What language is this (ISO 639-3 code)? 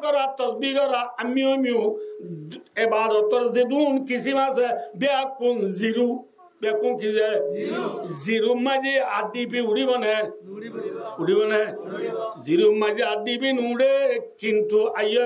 rhg